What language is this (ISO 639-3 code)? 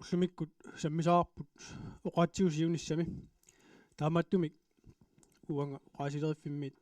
kal